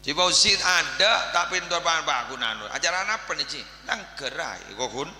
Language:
Madurese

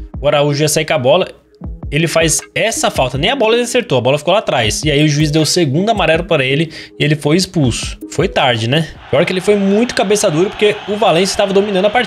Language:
Portuguese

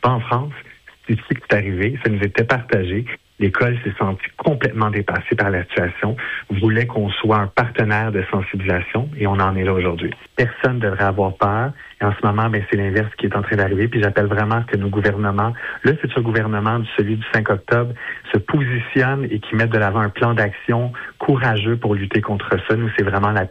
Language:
French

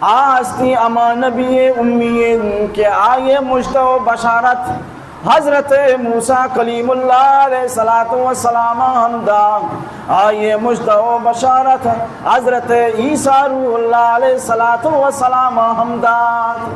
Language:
Baluchi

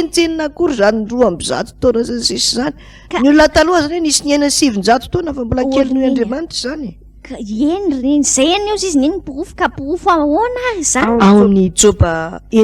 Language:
Malagasy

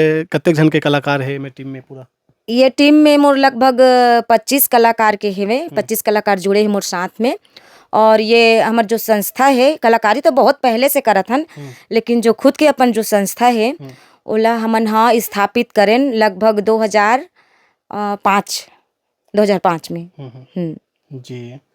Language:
Chhattisgarhi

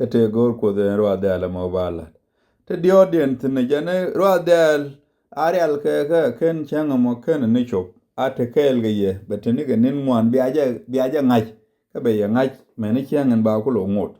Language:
Nuer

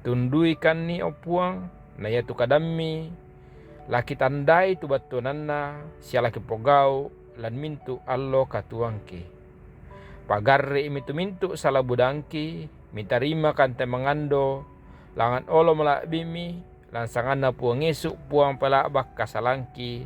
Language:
Toraja-Sa'dan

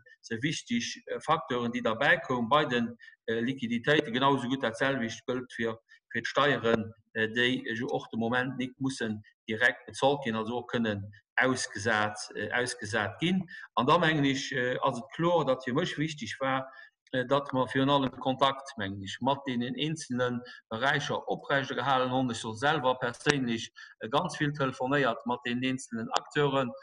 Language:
Luxembourgish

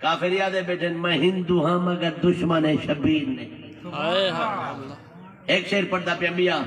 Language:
Saraiki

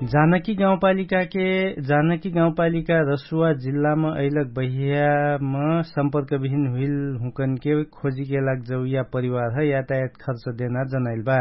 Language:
Dangaura Tharu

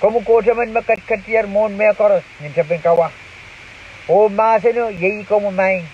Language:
Pohnpeian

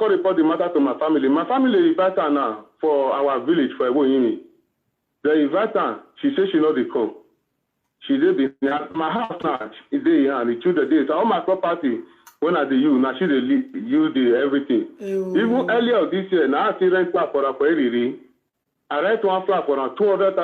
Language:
Nigerian Pidgin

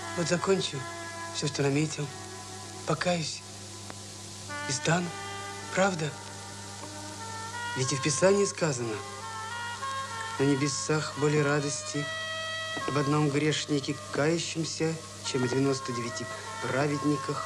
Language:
Russian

